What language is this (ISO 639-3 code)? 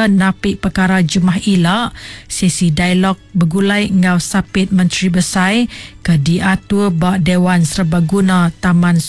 iba